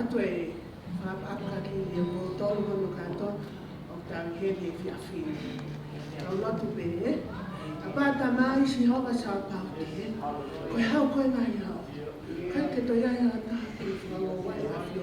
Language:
Tongan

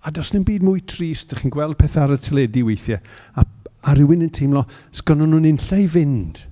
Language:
Welsh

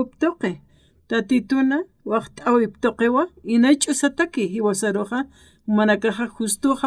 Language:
Aymara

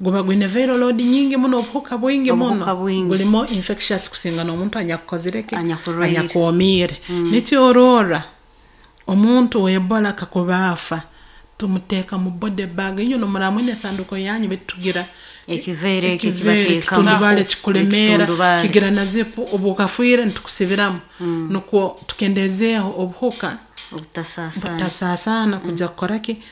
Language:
Nyoro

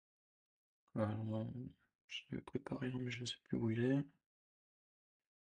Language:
French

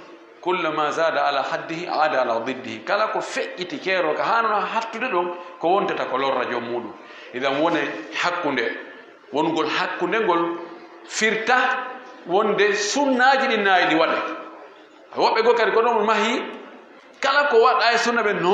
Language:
Fula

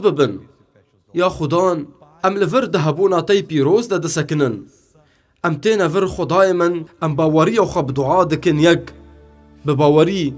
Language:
Kurdish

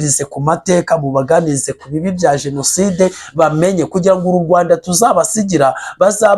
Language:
Kinyarwanda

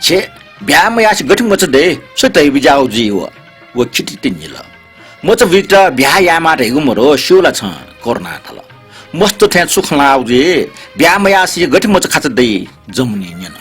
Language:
Newari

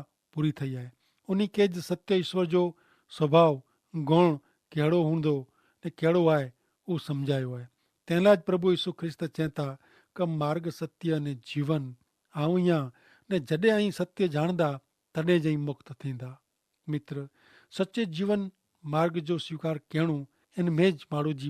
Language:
Kachhi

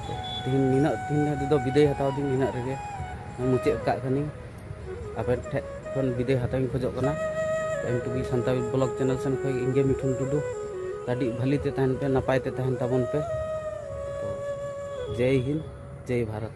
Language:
Santali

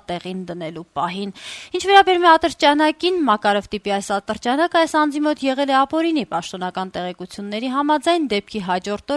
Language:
Armenian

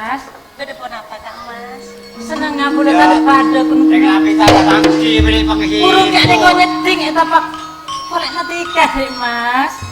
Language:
Madurese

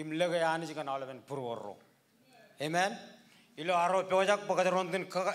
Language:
Marshallese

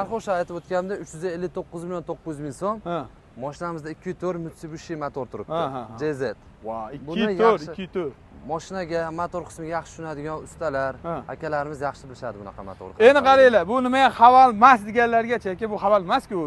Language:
Uzbek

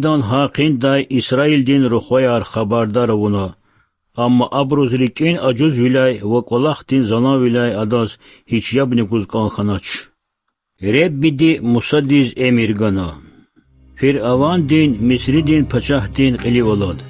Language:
Lezghian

